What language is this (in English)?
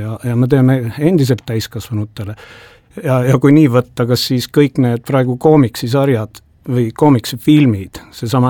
Estonian